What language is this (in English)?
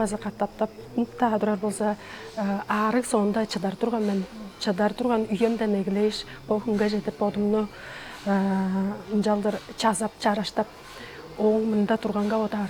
Tuvinian